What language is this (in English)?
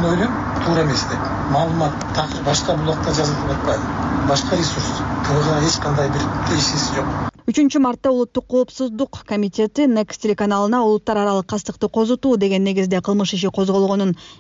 Kyrgyz